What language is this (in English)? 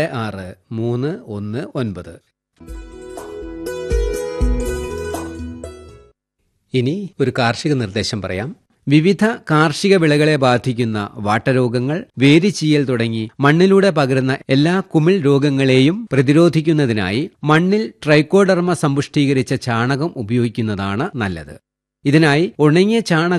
Malayalam